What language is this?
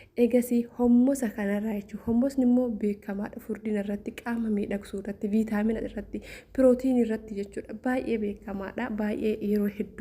Oromo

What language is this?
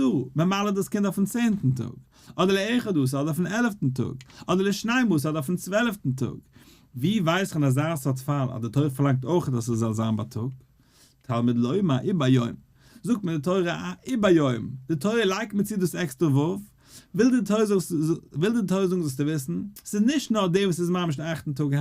Yiddish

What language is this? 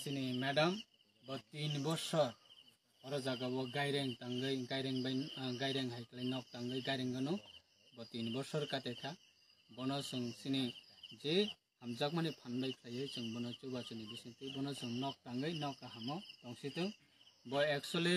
Kok Borok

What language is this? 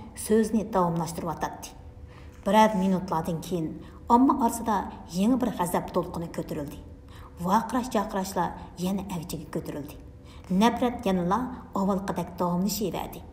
Uyghur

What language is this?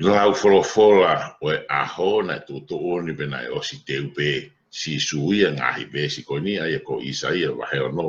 Tongan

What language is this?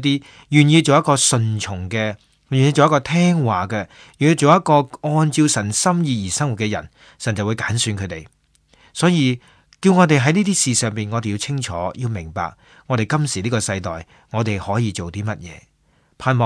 Cantonese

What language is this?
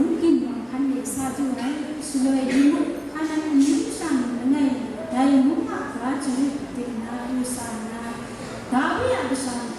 Kachin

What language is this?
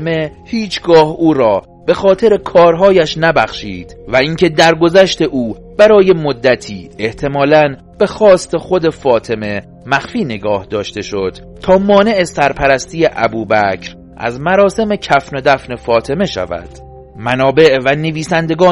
Persian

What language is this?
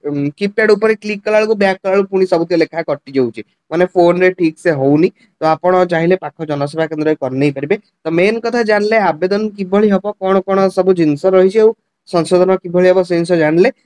Odia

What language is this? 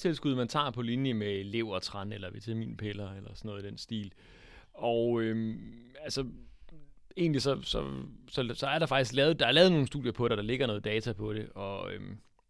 Danish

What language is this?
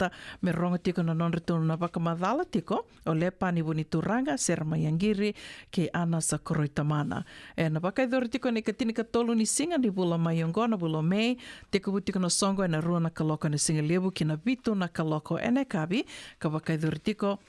Fijian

